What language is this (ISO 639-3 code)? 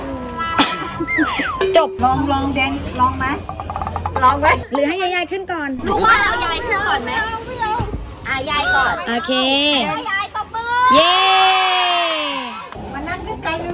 tha